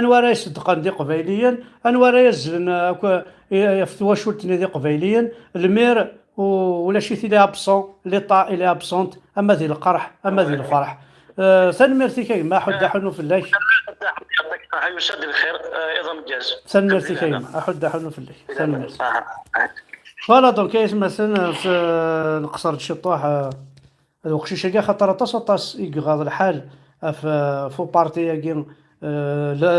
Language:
Kabyle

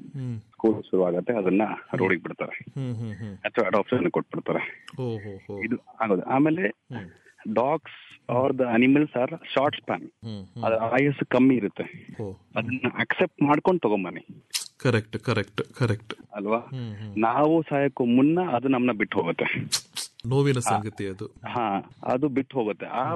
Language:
Kannada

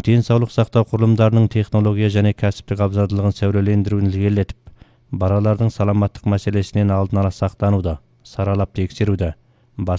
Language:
Kazakh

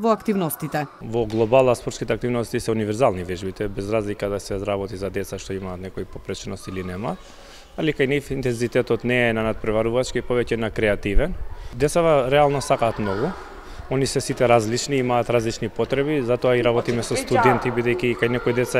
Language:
Macedonian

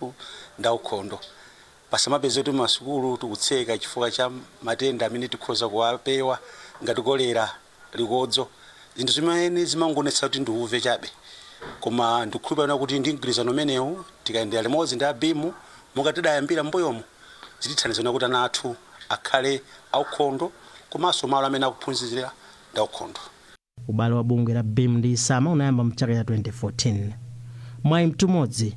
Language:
Nyanja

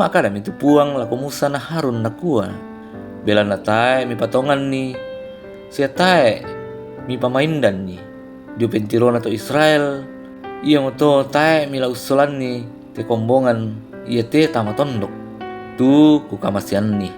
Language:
Toraja-Sa'dan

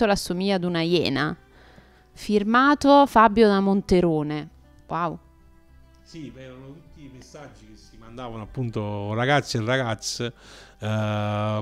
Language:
Italian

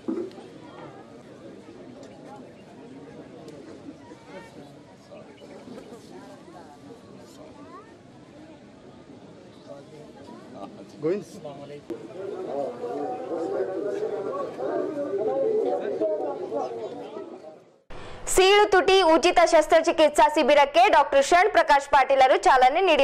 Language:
Kannada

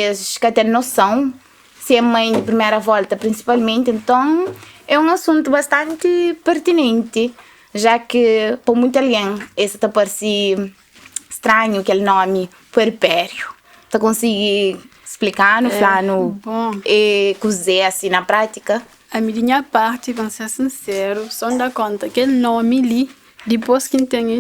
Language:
Kabuverdianu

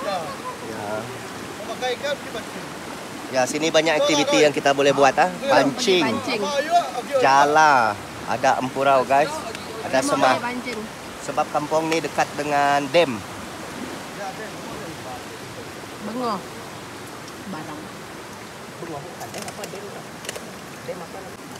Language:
Malay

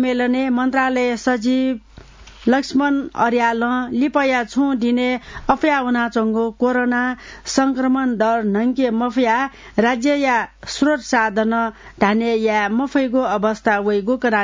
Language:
Newari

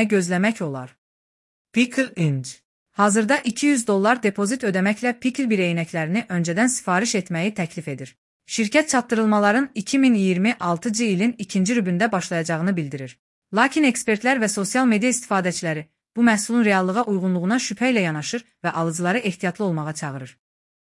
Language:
Azerbaijani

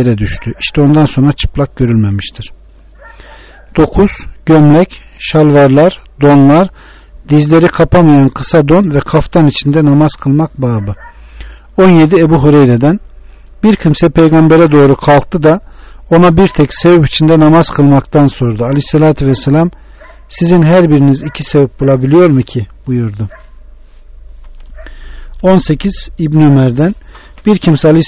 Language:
Turkish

